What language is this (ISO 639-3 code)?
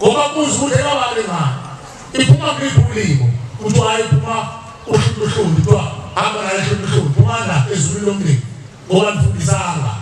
zul